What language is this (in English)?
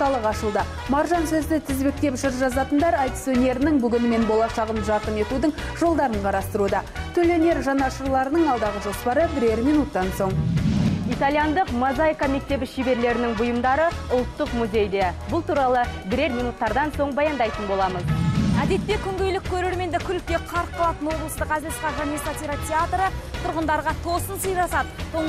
Kazakh